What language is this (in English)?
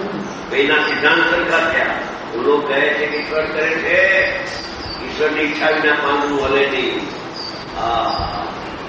Gujarati